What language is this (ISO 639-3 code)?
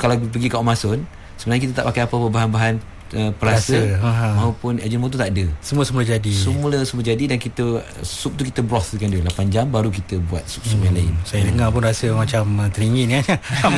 msa